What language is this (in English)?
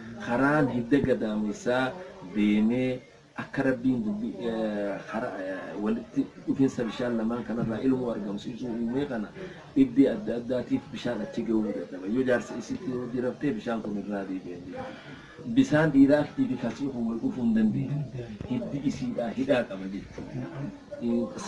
Oromo